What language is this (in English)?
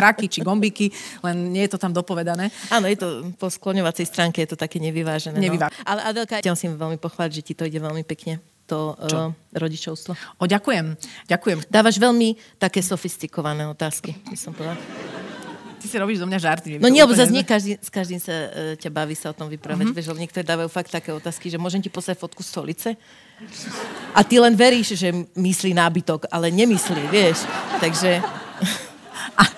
Slovak